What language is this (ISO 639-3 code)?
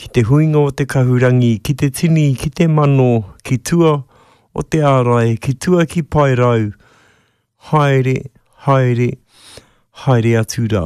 mri